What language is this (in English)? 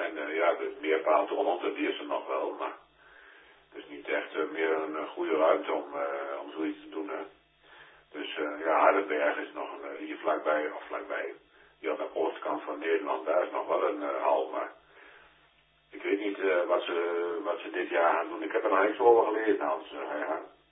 Dutch